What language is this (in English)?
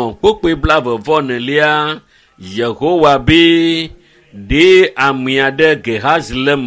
Ewe